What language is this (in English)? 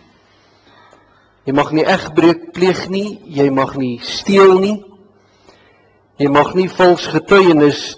Afrikaans